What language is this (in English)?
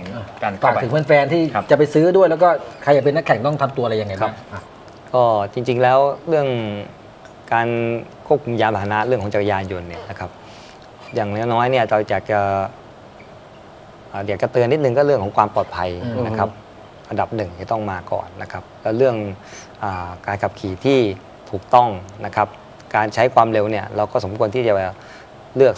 Thai